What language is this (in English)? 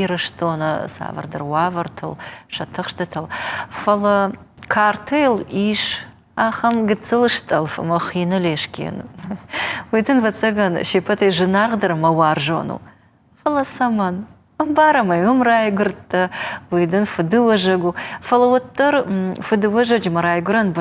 Ossetic